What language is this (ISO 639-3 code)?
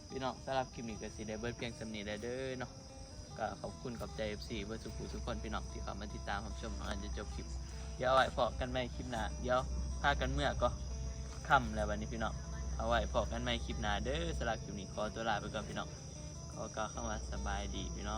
tts